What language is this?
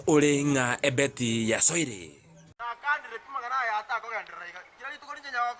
Gusii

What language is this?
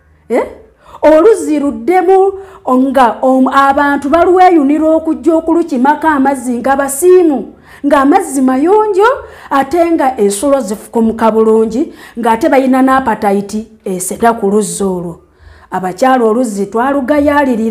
Ganda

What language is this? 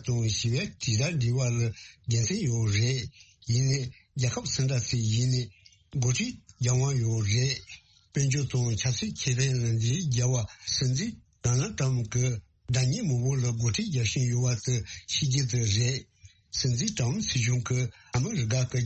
Tibetan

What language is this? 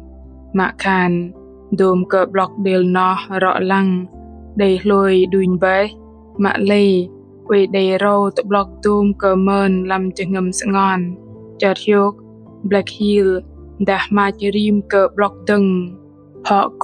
Bahnar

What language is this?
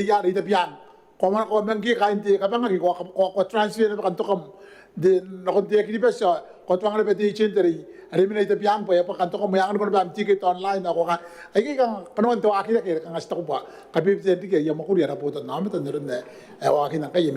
Gilbertese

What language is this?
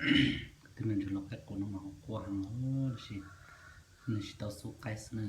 Hmong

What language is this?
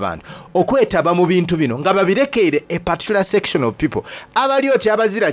Soga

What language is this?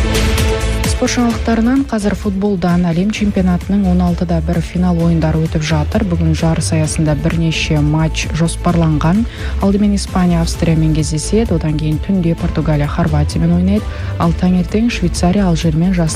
Kazakh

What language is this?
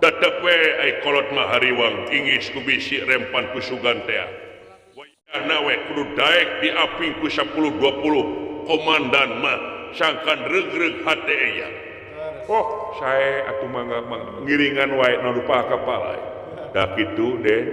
Sundanese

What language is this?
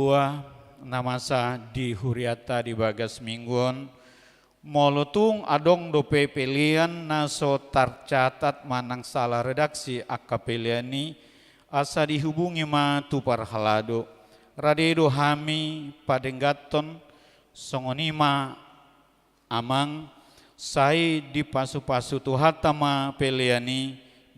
Batak Toba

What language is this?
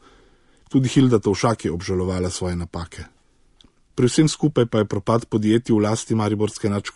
Slovenian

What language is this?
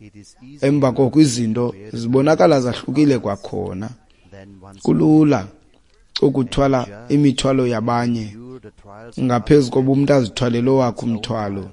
Xhosa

